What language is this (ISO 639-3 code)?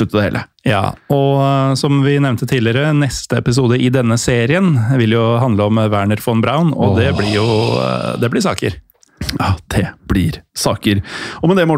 nor